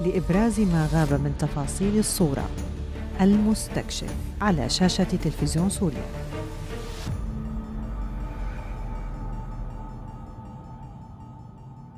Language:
Arabic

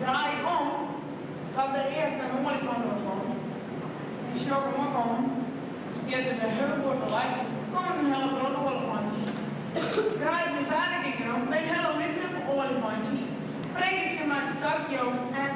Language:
Western Frisian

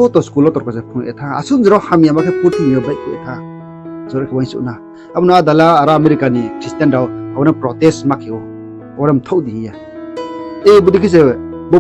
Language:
Riang (India)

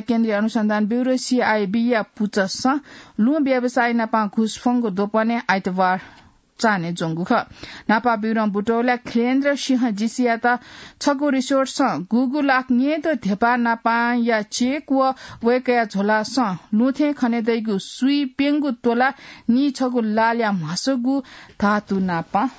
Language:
Newari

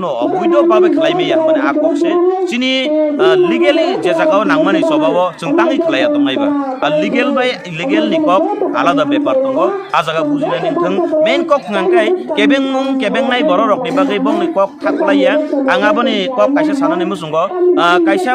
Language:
Kok Borok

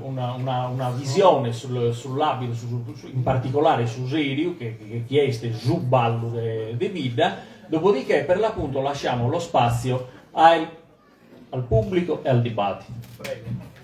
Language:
Sardinian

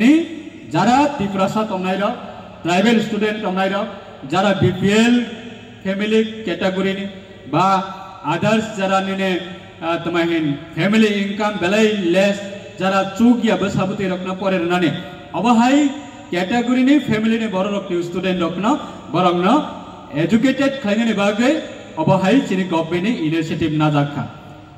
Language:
Riang (India)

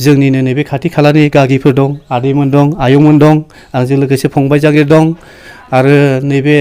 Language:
Bodo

